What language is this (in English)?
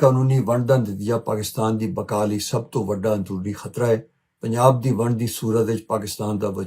Western Panjabi